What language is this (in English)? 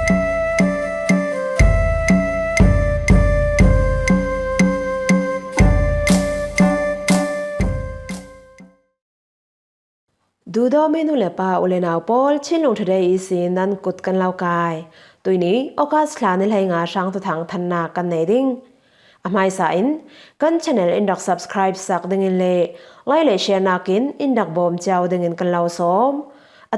Falam Chin